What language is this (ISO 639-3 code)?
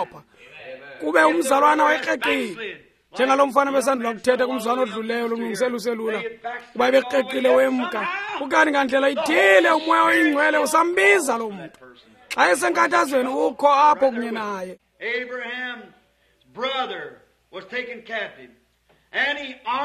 xho